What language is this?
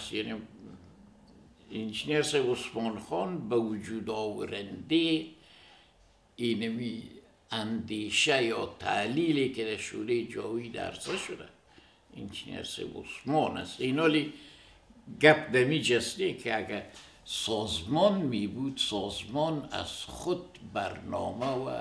Persian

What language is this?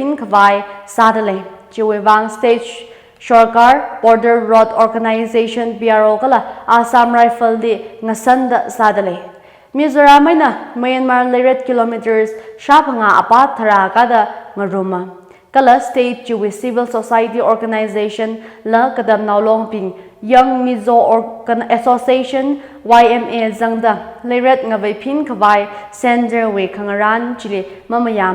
Tangkhul Naga (India)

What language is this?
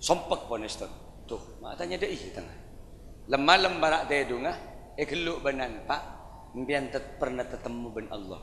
Madurese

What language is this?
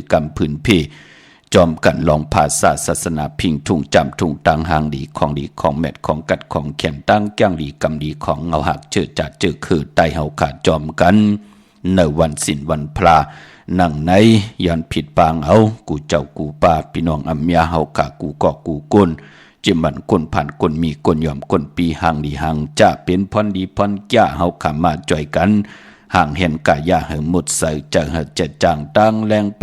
Shan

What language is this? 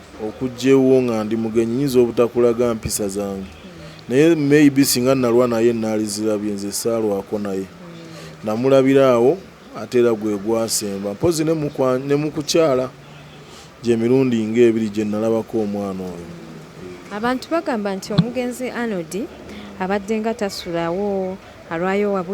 Ganda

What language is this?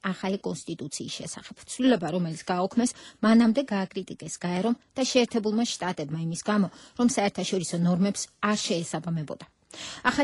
Georgian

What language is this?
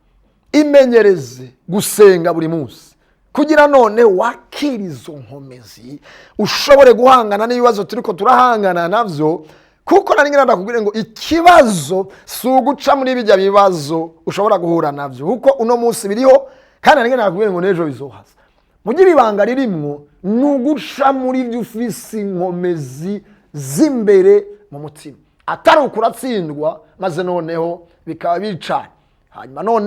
Rundi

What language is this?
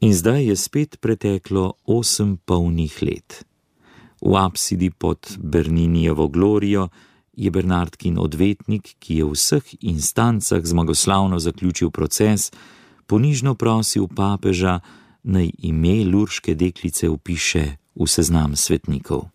Slovenian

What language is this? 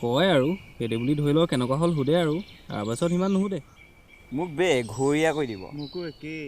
Assamese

